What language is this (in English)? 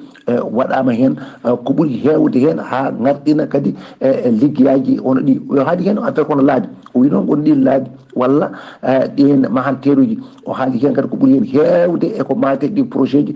Fula